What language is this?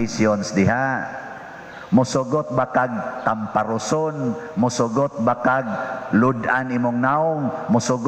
Cebuano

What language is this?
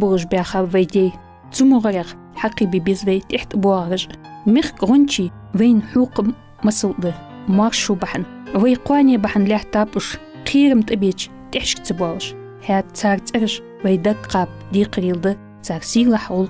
Ingush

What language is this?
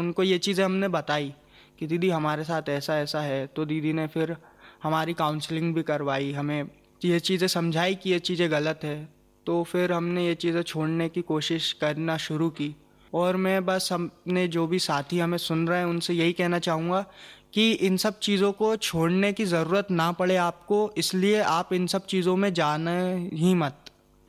Hindi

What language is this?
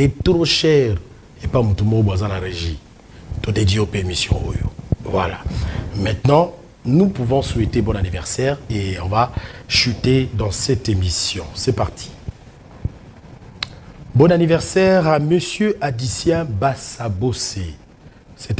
French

